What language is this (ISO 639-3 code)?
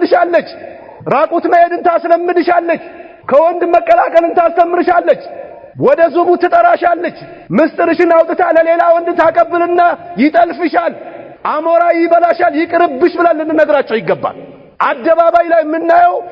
amh